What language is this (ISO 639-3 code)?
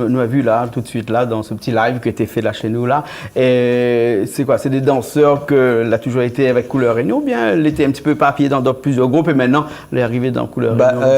rcf